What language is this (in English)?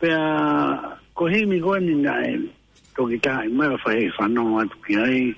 Tongan